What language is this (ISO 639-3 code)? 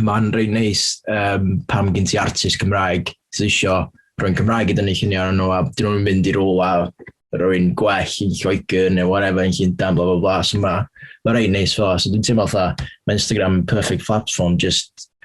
cym